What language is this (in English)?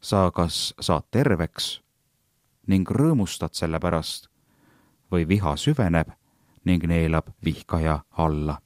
Estonian